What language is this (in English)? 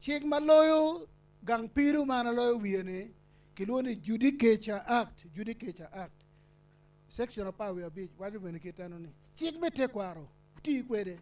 Acoli